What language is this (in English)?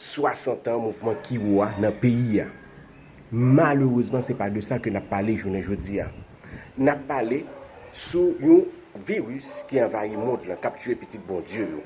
Haitian Creole